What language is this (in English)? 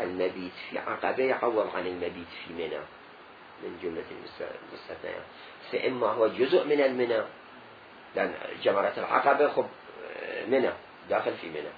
Mesopotamian Arabic